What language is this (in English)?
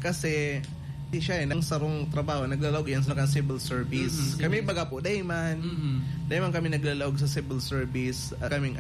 Bikol